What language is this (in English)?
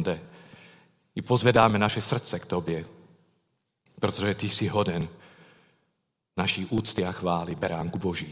Czech